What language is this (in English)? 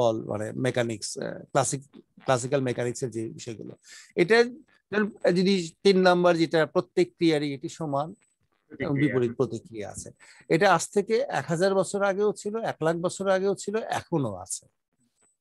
Bangla